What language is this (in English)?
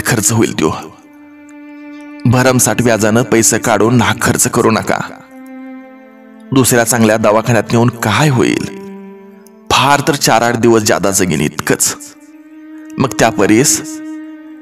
Marathi